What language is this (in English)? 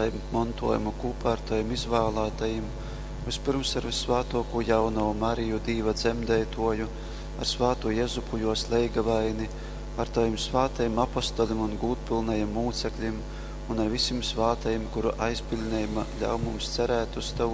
Latgalian